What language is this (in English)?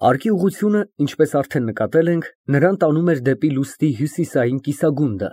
Armenian